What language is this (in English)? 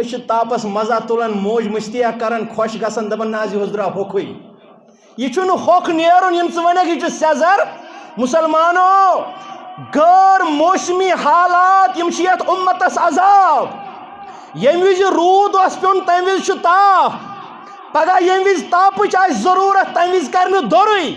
Kashmiri